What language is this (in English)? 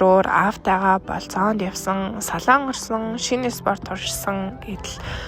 Mongolian